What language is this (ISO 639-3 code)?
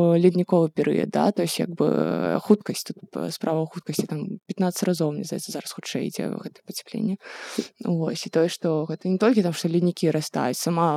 bel